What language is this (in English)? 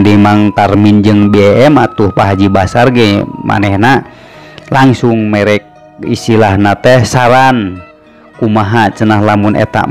Sundanese